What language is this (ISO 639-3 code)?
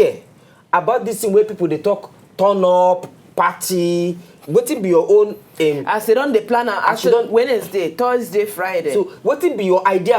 pcm